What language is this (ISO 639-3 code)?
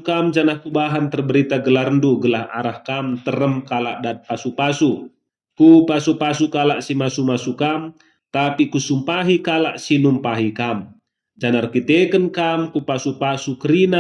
btx